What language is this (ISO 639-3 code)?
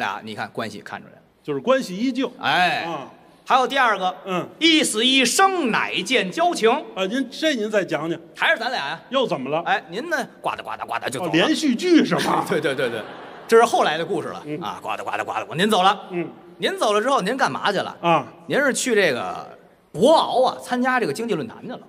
zho